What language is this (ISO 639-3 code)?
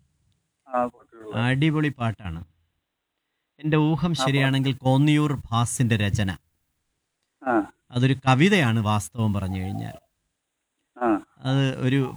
mal